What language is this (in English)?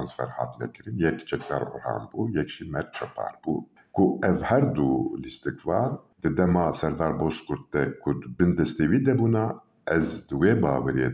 Kurdish